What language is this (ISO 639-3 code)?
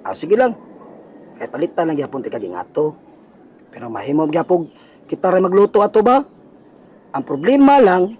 ceb